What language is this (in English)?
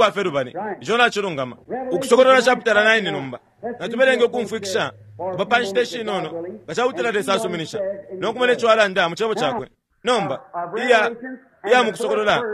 Bemba